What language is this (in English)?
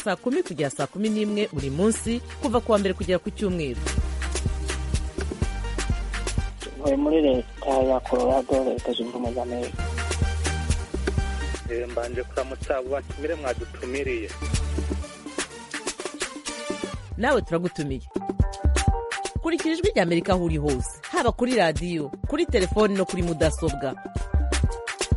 Kinyarwanda